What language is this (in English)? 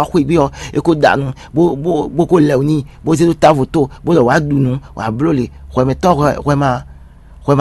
Fon